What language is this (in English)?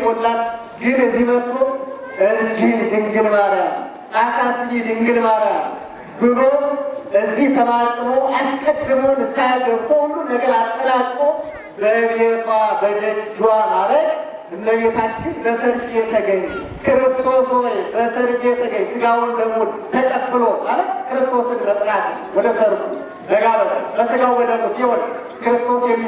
Amharic